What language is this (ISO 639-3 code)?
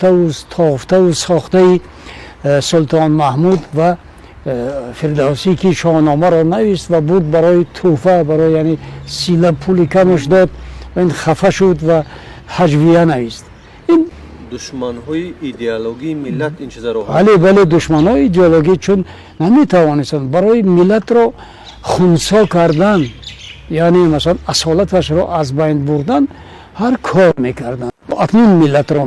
tgk